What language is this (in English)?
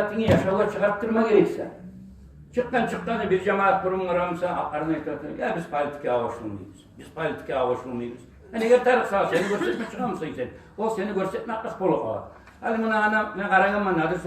Kumyk